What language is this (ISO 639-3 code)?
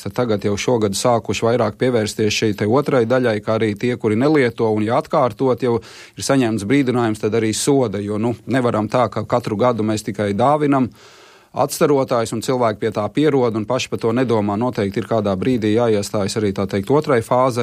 lav